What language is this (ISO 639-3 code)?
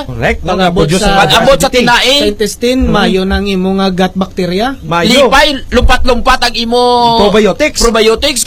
hil